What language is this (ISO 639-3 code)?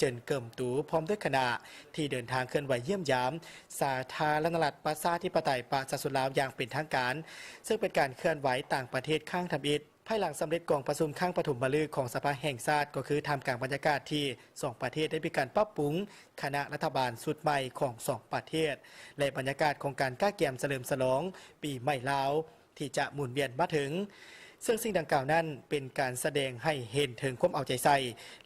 lao